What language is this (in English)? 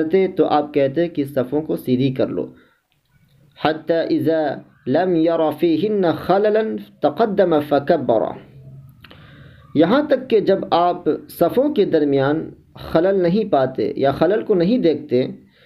Urdu